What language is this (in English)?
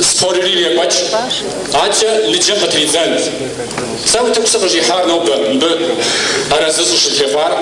Kabardian